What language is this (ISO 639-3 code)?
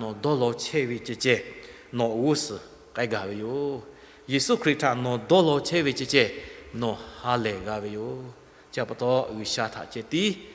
lhu